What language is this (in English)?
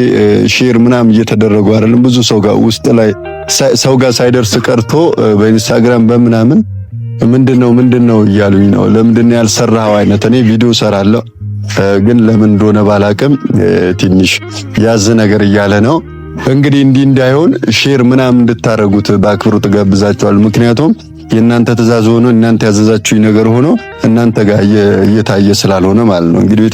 Amharic